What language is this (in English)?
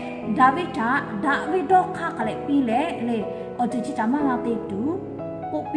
Lahu